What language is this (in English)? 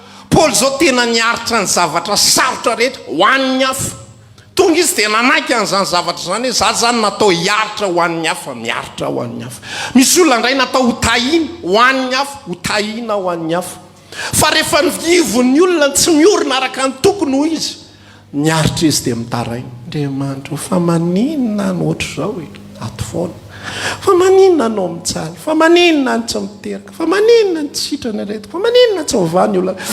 Malagasy